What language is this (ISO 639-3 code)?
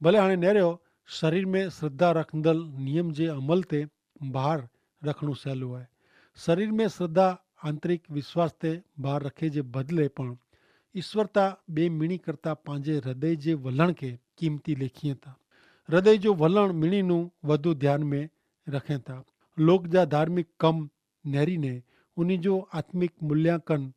kfr